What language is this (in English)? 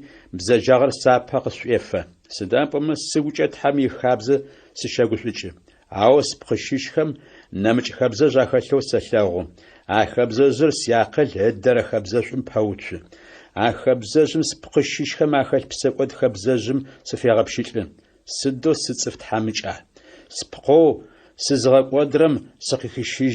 Adyghe